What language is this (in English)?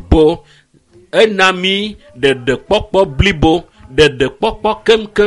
Ewe